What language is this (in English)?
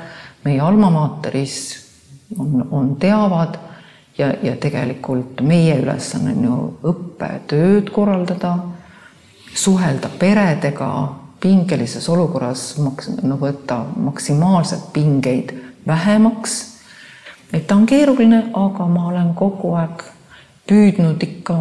Estonian